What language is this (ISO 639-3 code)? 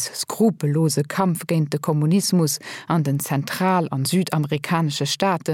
ltz